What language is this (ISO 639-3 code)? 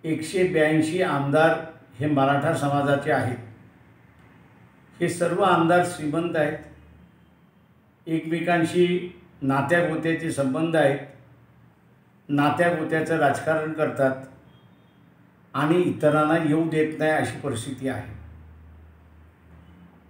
mar